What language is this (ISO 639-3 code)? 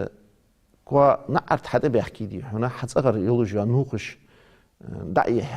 inh